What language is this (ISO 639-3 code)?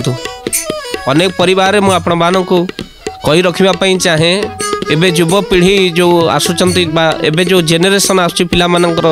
ori